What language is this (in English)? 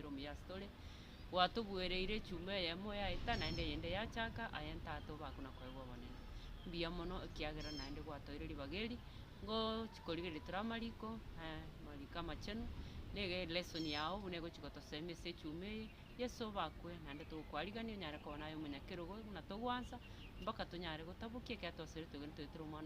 Gusii